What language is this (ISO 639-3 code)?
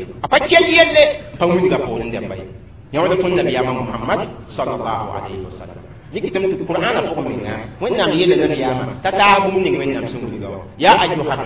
mos